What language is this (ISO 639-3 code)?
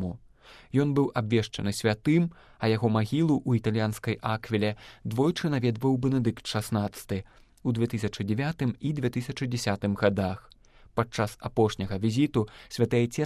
bel